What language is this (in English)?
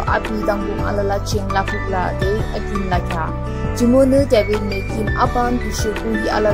Yimchungru Naga